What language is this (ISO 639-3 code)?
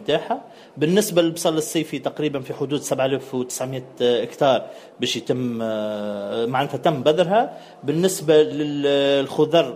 aeb